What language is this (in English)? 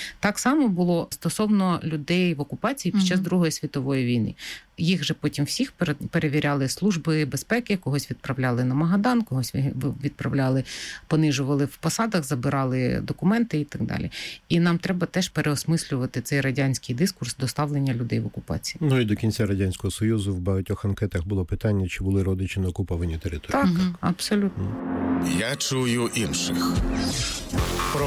Ukrainian